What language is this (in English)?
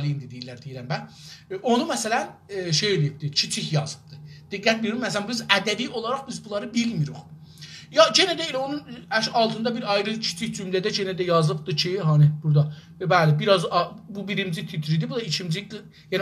South Azerbaijani